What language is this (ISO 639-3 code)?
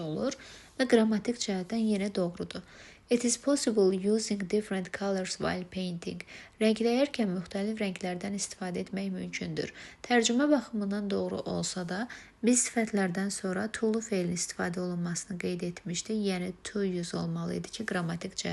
aze